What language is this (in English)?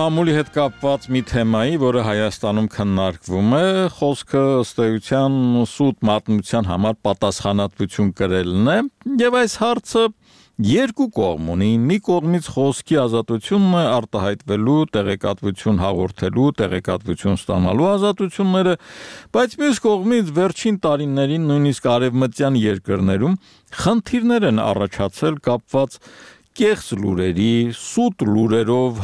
Armenian